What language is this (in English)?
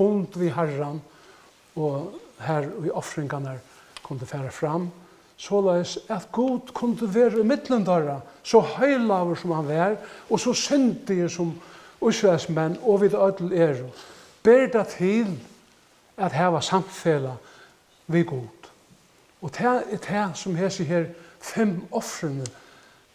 Faroese